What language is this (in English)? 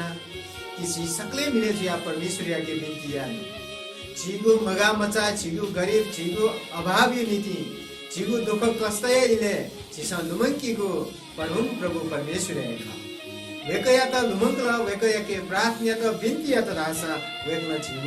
Newari